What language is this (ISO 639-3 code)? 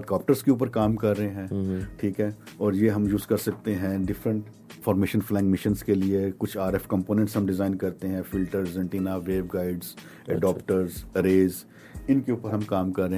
urd